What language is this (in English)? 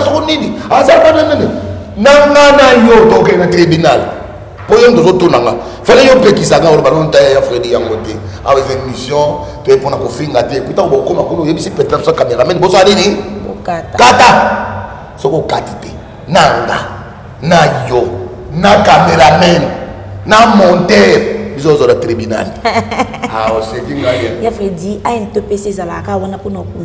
Lingala